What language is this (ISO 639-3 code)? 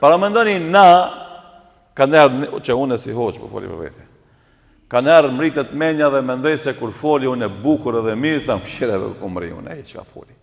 sqi